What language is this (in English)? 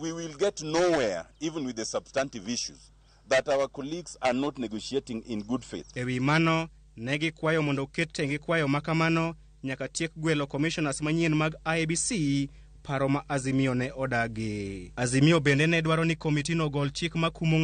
Luo (Kenya and Tanzania)